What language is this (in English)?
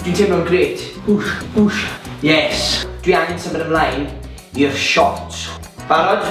Welsh